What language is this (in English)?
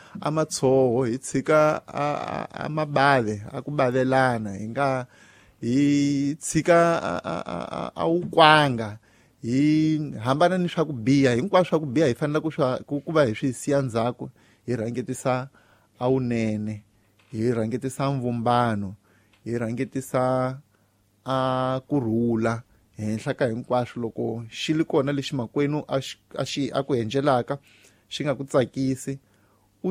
Tsonga